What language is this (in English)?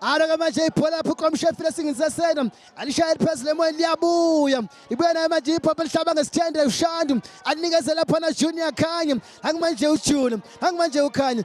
Zulu